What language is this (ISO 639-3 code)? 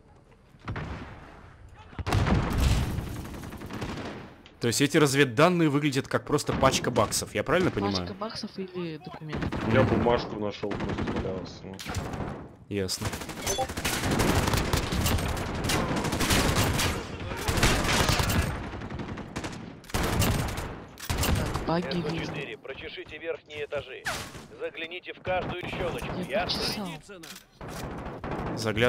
rus